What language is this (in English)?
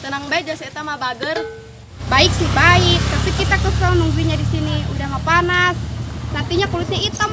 Sundanese